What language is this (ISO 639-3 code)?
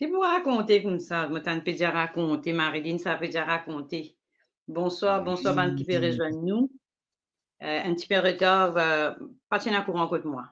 mfe